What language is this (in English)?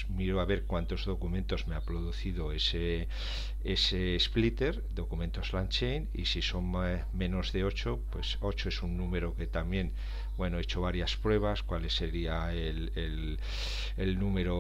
Spanish